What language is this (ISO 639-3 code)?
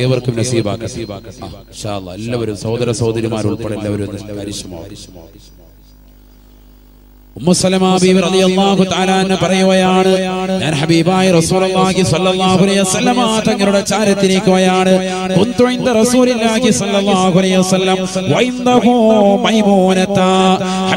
mal